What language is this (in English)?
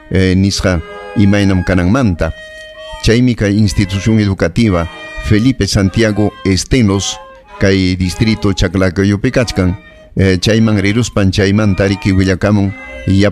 Ayacucho Quechua